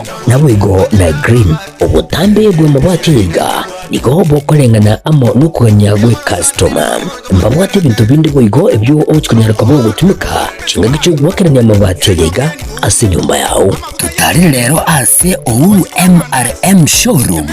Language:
Gusii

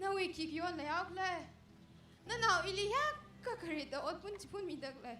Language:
Tangkhul Naga (India)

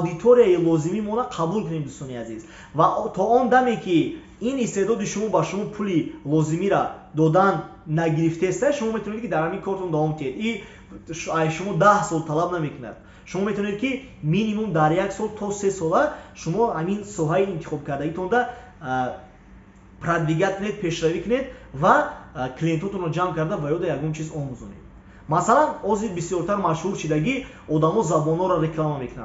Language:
Tajik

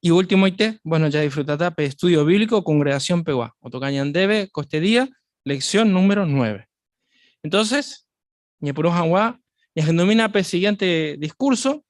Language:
Guarani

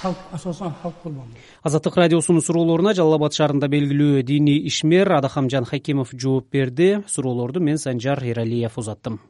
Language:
Kyrgyz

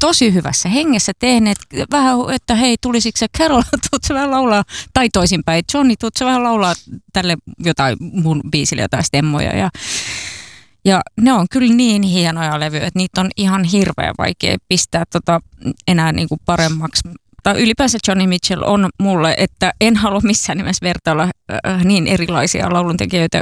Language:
Finnish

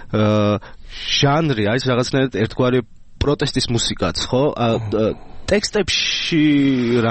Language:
Georgian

